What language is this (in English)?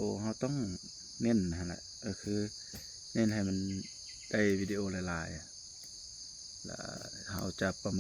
Lao